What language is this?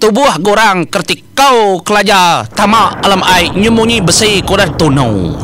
Iban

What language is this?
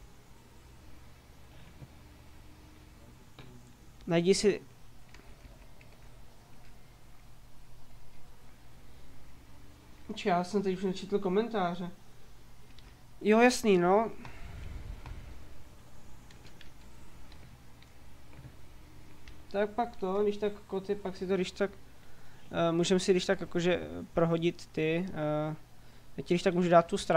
Czech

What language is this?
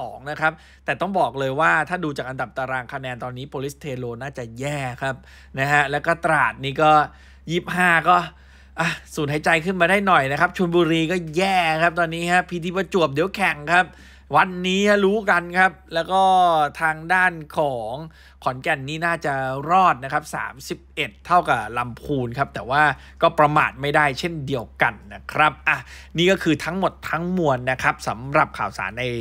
Thai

